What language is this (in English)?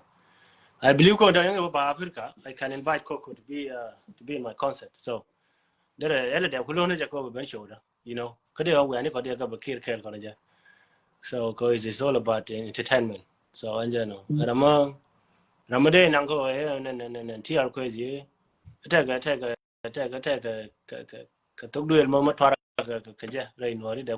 Nuer